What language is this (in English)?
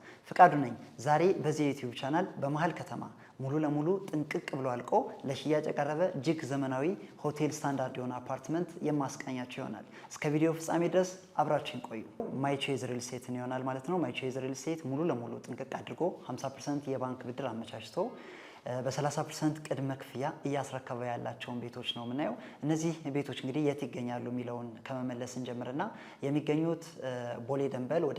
Amharic